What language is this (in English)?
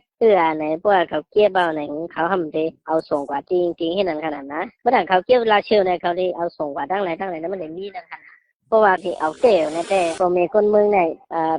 Shan